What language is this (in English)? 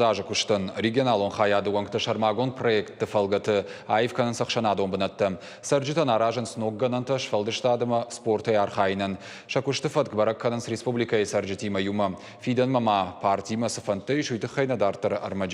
Ossetic